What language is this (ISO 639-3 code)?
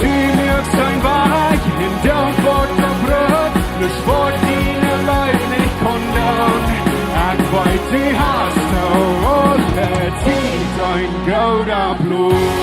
pdt